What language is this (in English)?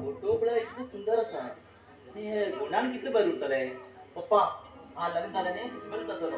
Konkani